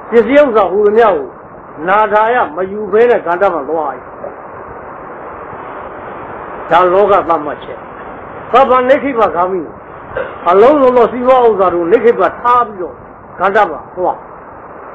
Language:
Burmese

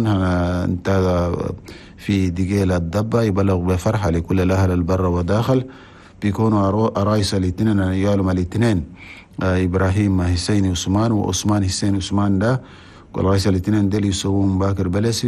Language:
Chadian Arabic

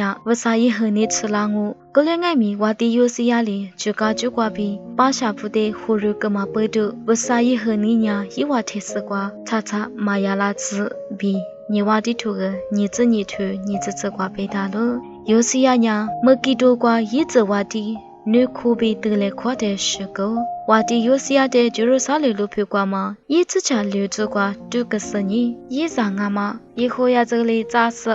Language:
Lisu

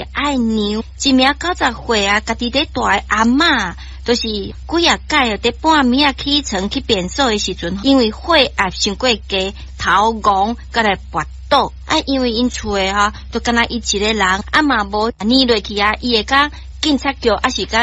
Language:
Min Nan Chinese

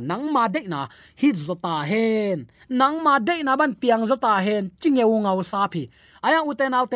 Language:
Tedim Chin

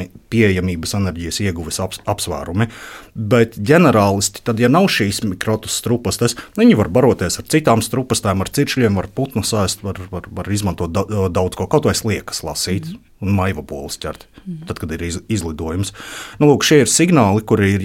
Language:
Latvian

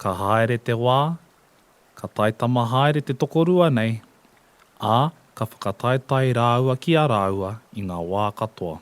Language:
Māori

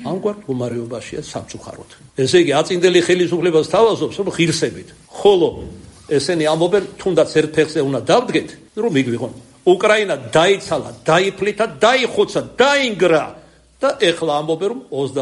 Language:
Georgian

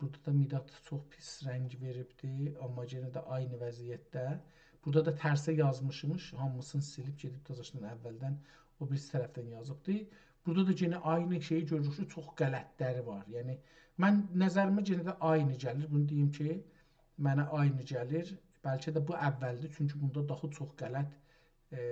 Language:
South Azerbaijani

